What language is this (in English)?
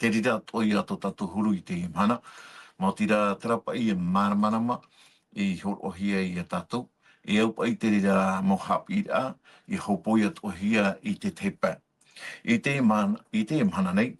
Tahitian